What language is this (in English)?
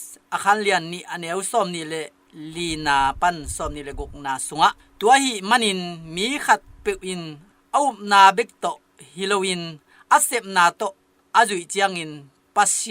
Tedim Chin